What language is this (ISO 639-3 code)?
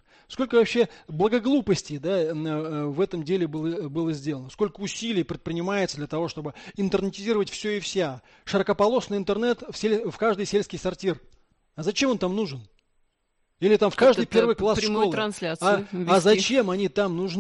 rus